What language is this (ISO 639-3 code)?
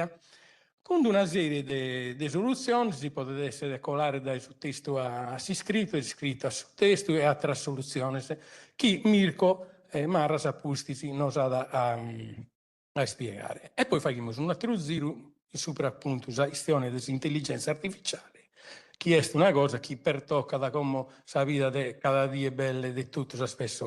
srd